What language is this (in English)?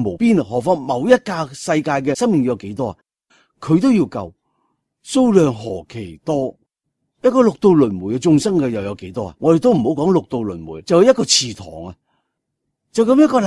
Cantonese